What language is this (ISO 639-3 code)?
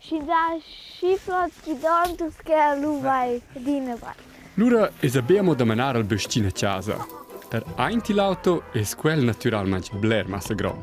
roh